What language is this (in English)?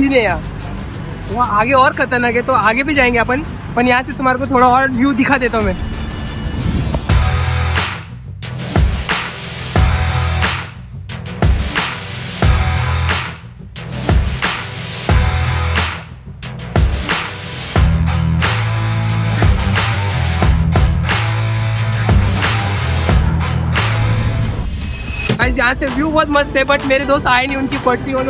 Hindi